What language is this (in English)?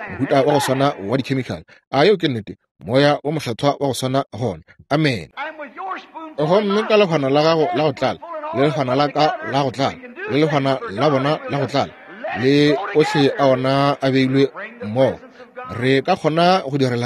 Northern Sotho